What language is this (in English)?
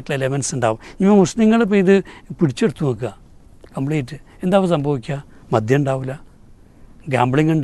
Malayalam